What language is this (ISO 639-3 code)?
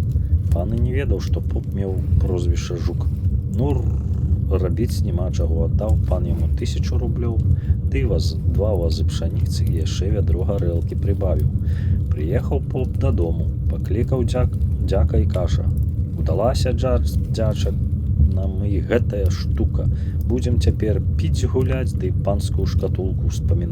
bel